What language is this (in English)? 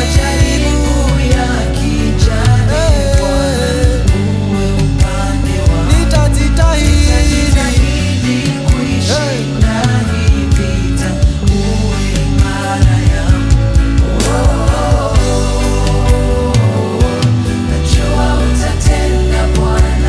Swahili